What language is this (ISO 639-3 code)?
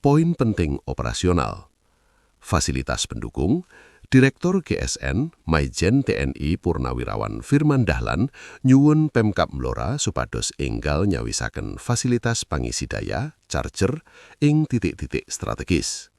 jav